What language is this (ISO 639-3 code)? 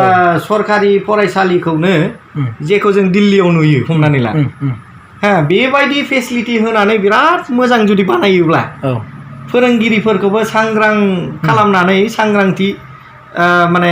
brx